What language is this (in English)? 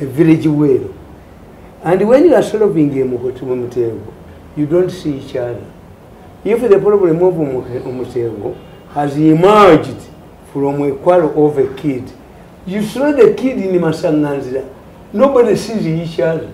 Ganda